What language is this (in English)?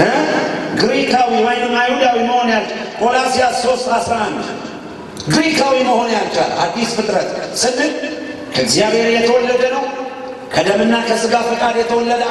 Amharic